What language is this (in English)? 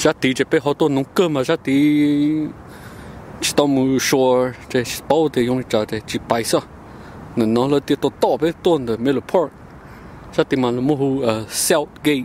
Hmong